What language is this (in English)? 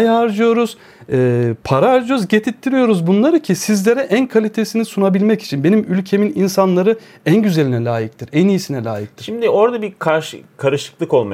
Turkish